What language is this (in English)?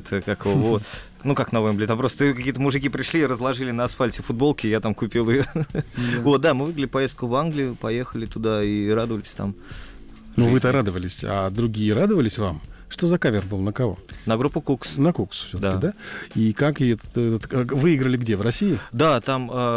Russian